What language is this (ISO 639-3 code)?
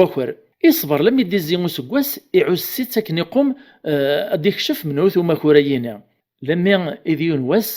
kab